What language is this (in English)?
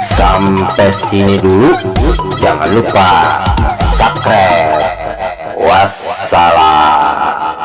Betawi